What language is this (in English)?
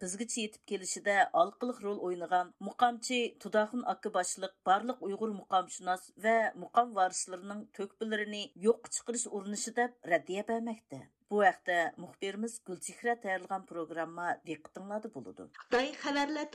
Uyghur